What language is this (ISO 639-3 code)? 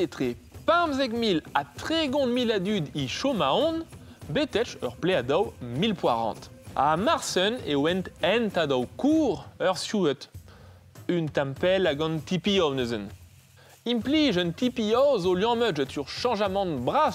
bre